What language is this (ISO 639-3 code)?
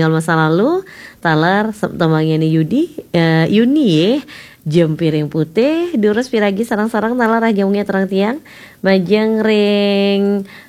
ban